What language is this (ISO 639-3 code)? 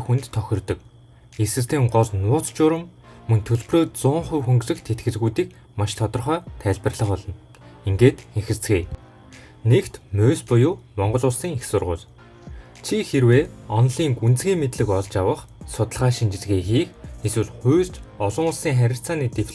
mon